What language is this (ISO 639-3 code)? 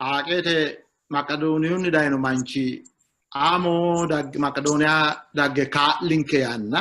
sid